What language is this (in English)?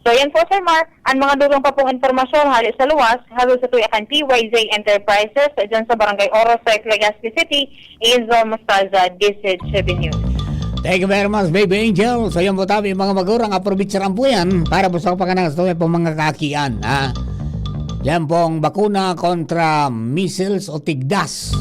Bikol